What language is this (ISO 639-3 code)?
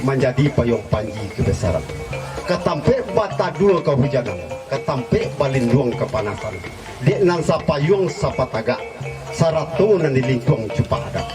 min